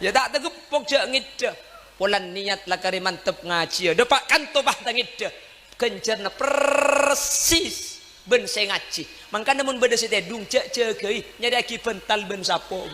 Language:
Madurese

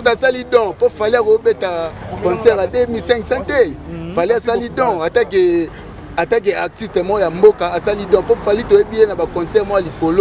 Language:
Lingala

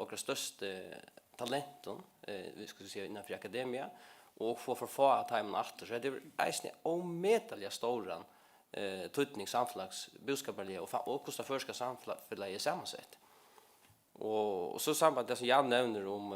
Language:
Faroese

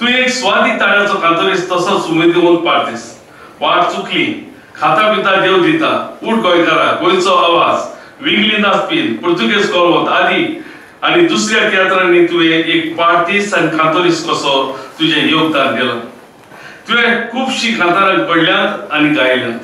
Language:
Konkani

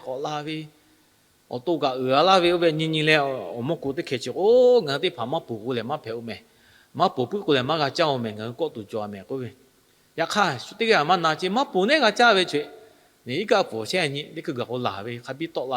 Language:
Lahu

